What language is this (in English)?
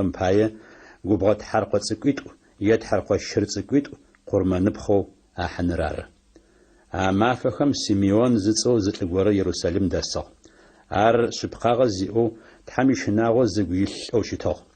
Adyghe